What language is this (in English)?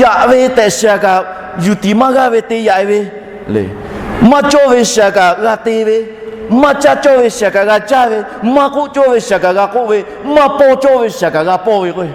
Lahu